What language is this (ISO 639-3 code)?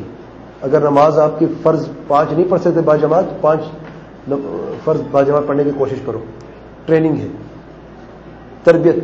urd